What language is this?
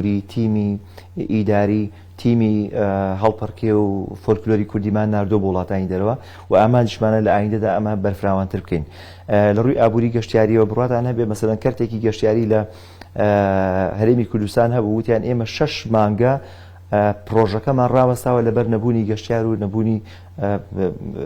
Central Kurdish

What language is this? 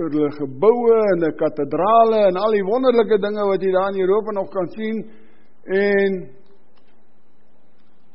Afrikaans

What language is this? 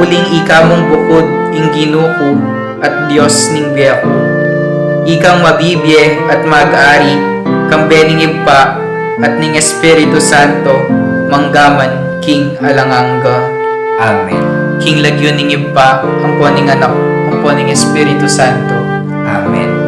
Pampanga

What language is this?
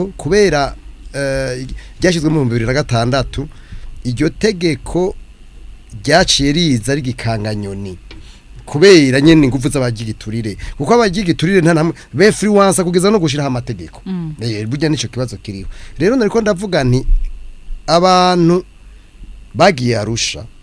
Rundi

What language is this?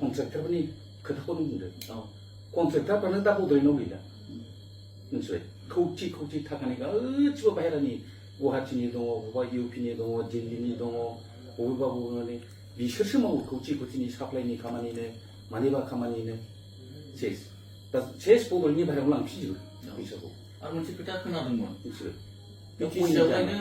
Bodo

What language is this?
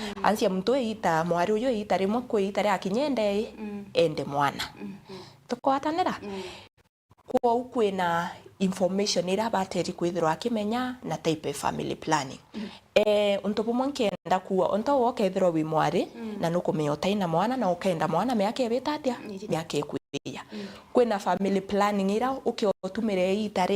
Meru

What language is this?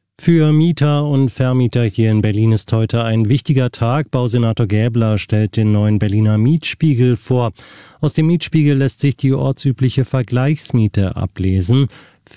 German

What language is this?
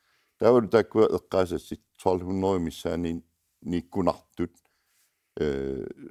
Kalaallisut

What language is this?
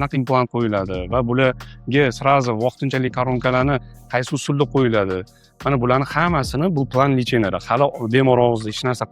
Uzbek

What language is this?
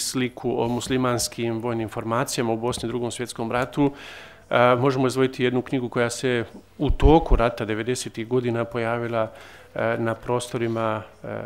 Bosnian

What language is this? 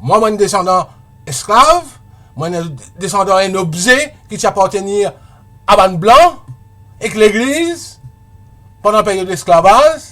Morisyen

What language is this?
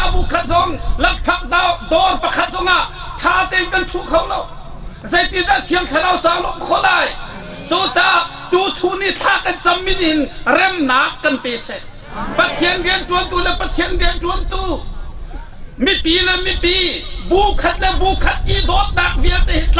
Hakha Chin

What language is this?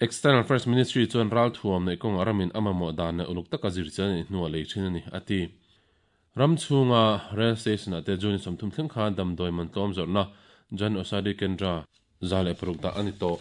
Mizo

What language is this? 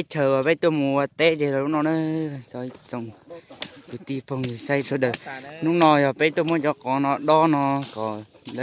Hmong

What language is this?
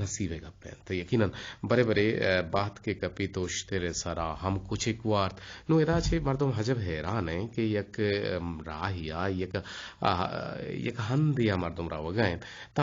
Eastern Balochi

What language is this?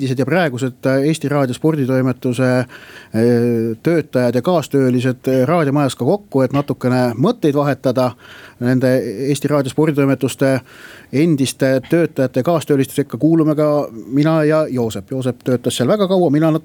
Estonian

